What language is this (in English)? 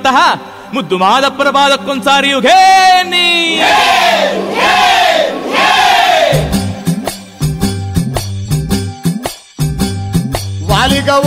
Kannada